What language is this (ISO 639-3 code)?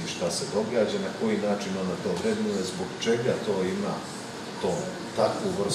srp